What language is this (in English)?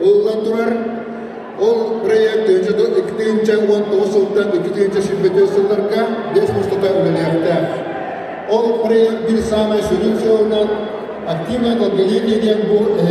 Yakut